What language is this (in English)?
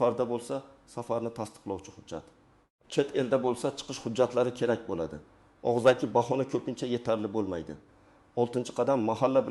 Uzbek